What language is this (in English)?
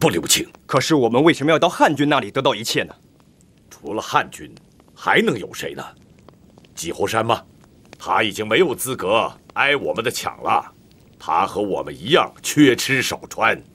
Chinese